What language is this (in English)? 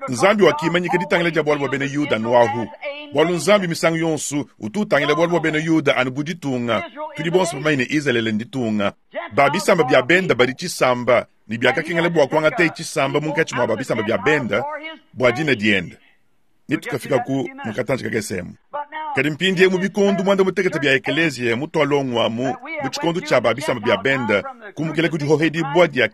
Luba-Lulua